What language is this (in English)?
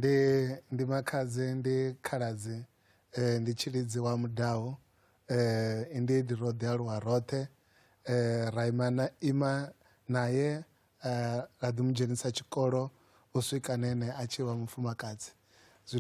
Venda